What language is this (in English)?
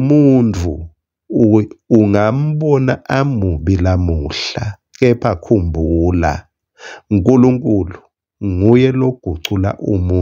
Swati